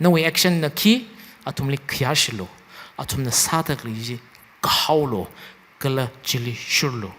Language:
Tangkhul Naga (India)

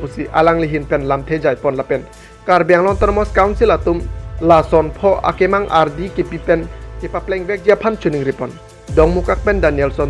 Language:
Karbi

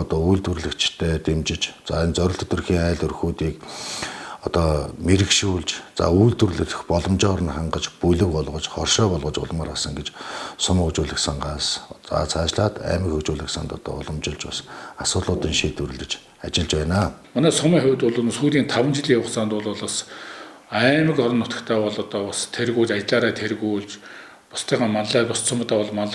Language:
Mongolian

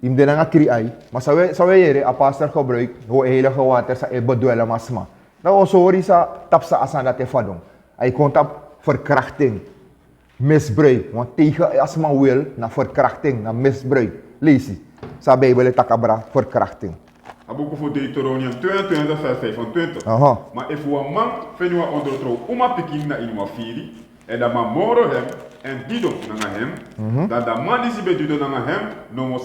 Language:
Sranan Tongo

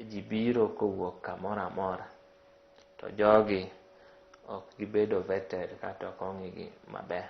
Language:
Luo (Kenya and Tanzania)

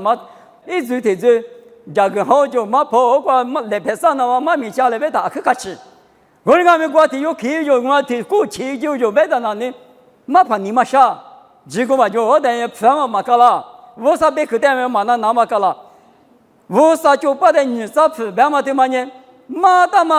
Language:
Lisu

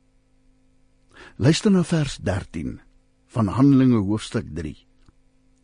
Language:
Afrikaans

